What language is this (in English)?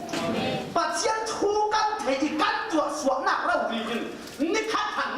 Falam Chin